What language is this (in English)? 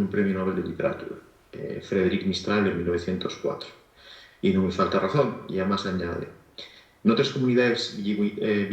Asturian